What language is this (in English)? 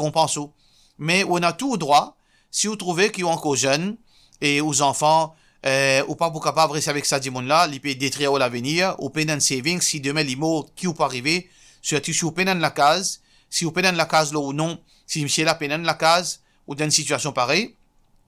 Morisyen